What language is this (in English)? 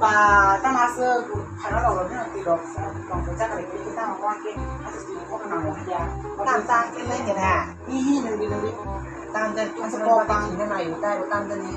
Kok Borok